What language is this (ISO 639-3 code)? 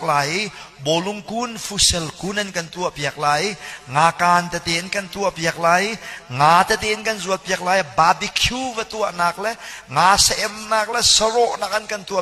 cnh